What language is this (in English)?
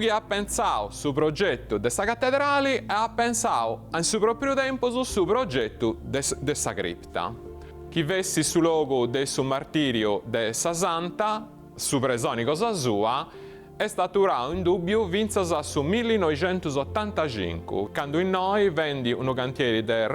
Sardinian